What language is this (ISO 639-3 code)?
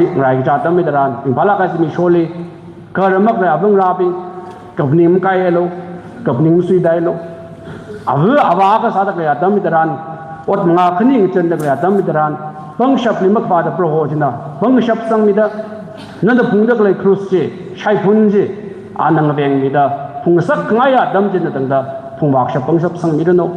nmf